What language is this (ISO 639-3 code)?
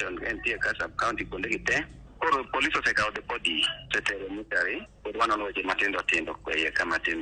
luo